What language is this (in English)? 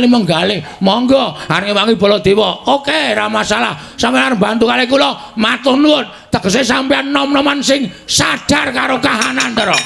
Javanese